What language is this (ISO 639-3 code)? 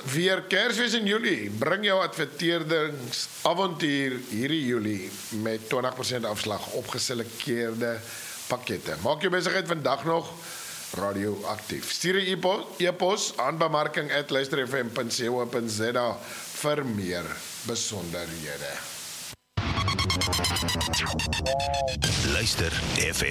afr